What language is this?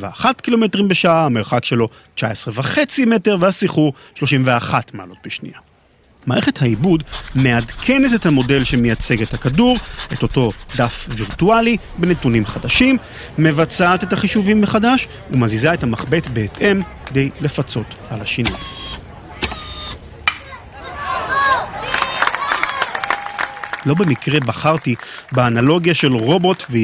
Hebrew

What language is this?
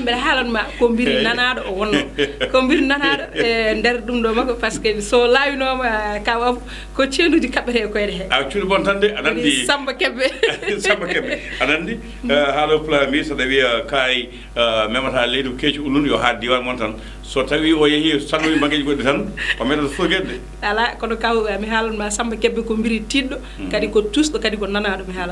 Fula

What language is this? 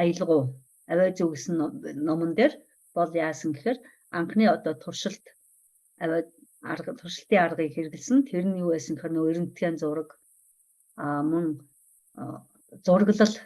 Mongolian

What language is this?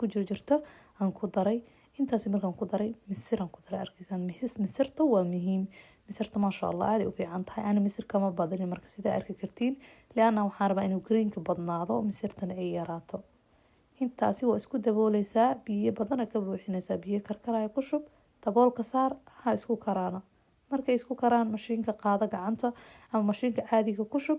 Somali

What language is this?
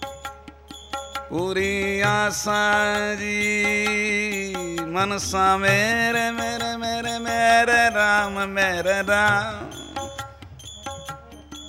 Punjabi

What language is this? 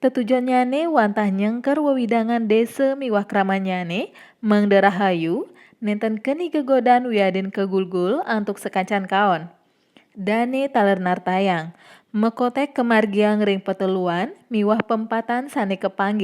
Balinese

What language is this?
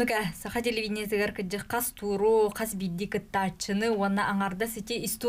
Yakut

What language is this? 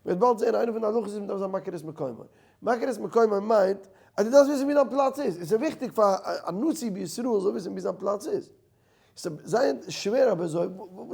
Yiddish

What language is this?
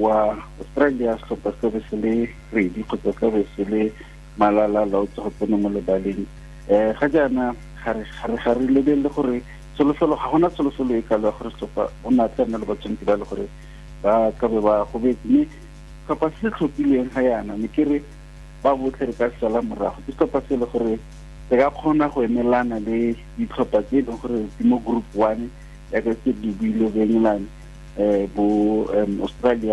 Tswana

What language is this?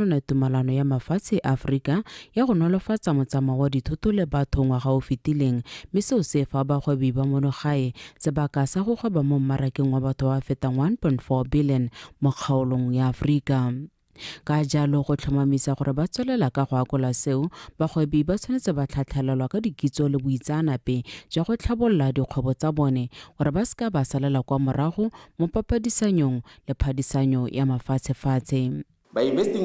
Tswana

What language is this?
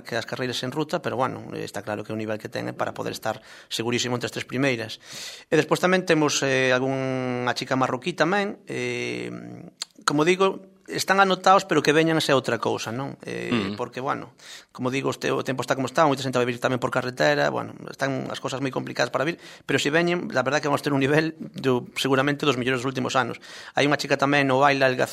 Galician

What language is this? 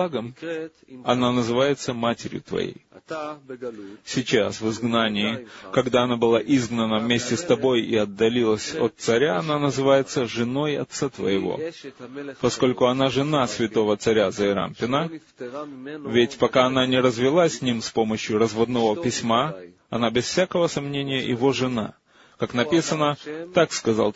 Russian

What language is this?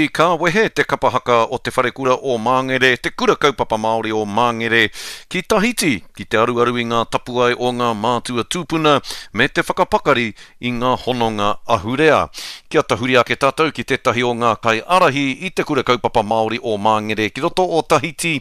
Māori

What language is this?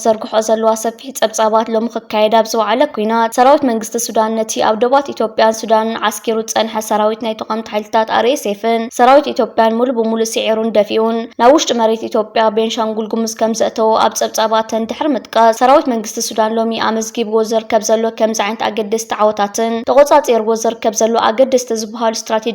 Tigrinya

